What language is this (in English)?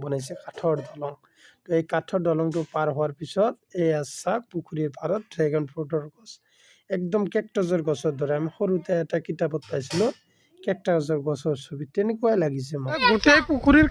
Assamese